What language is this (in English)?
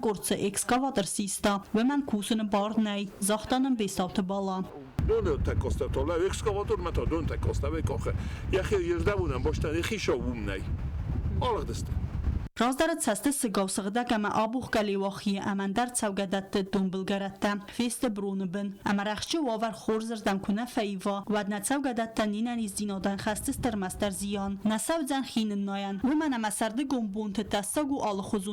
Ossetic